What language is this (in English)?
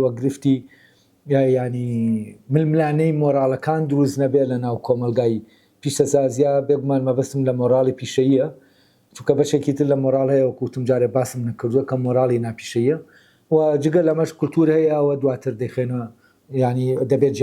Central Kurdish